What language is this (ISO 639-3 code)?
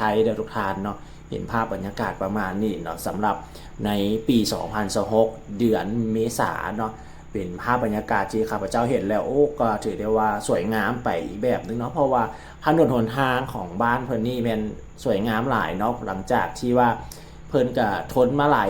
lao